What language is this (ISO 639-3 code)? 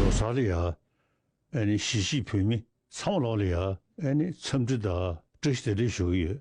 bod